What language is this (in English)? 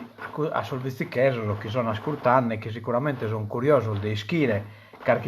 Sardinian